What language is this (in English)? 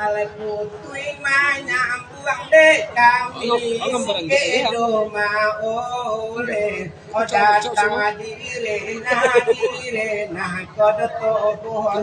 Minangkabau